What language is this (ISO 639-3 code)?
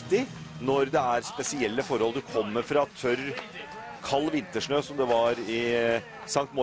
nor